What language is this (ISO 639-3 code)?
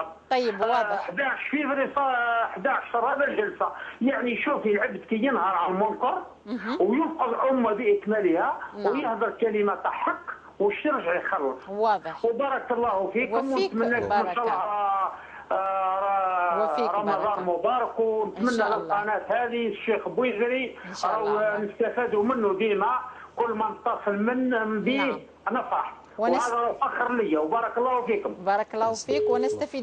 arq